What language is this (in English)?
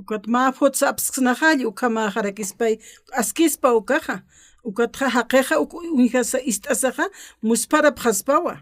Aymara